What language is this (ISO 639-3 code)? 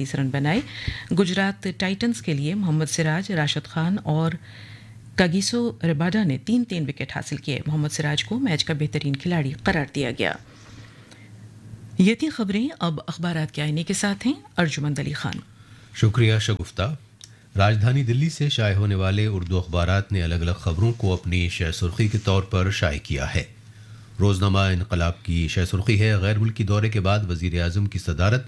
urd